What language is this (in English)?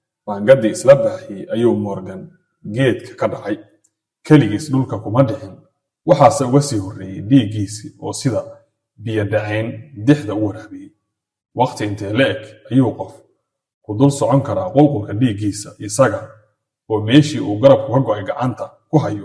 Somali